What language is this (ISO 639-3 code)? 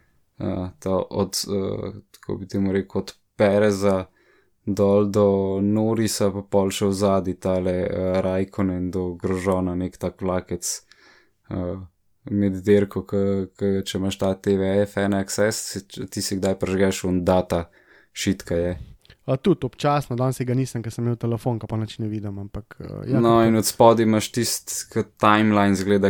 slv